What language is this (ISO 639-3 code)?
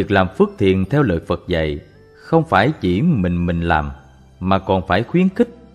vie